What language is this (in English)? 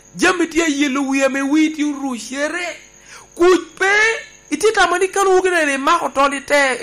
Lango (Uganda)